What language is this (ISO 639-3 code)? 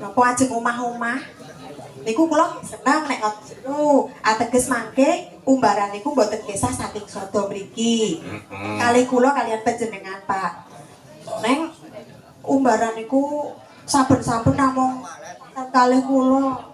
jav